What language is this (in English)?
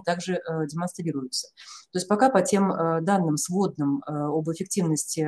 Russian